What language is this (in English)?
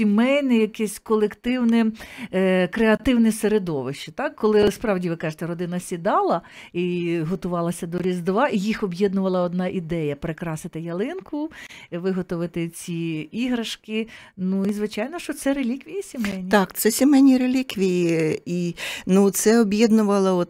Ukrainian